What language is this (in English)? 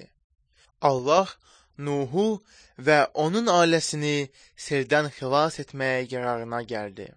Azerbaijani